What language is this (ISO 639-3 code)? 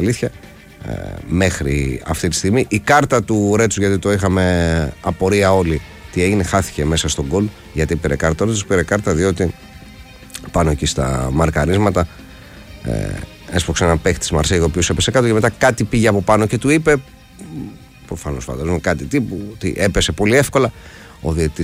ell